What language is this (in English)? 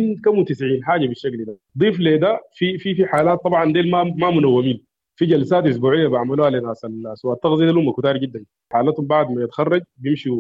Sudanese Arabic